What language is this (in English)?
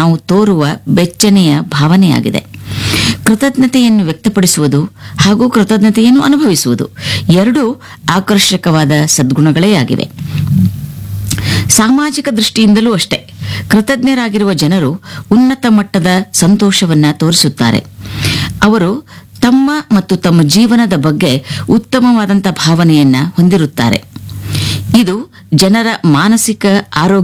Kannada